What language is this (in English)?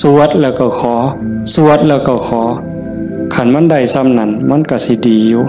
Northeastern Thai